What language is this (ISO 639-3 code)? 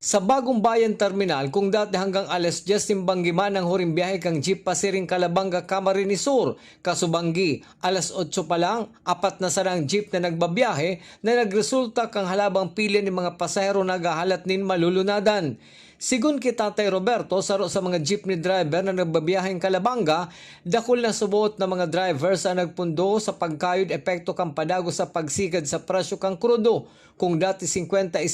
bik